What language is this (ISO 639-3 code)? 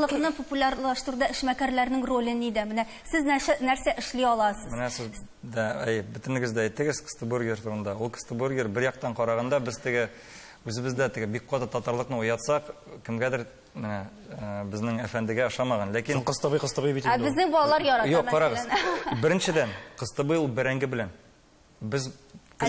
tat